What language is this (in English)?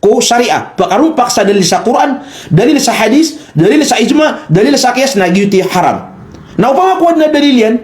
Maranao